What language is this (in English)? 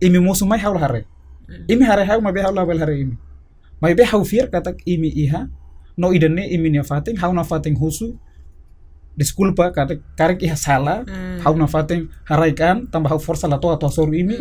Tetum